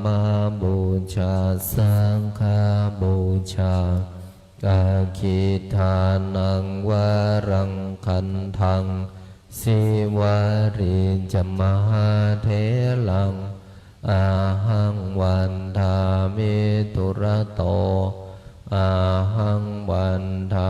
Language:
Pali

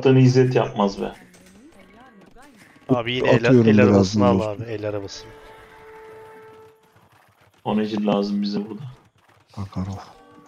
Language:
Turkish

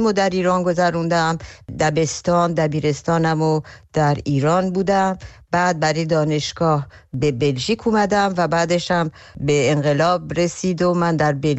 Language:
Persian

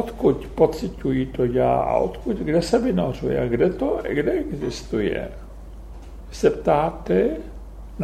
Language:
Czech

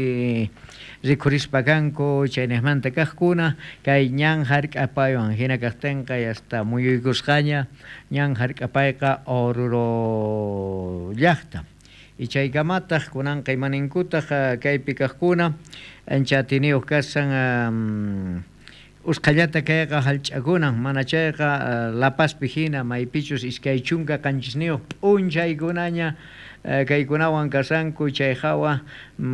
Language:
South Bolivian Quechua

